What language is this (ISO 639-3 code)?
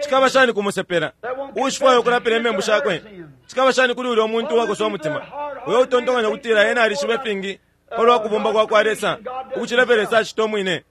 bem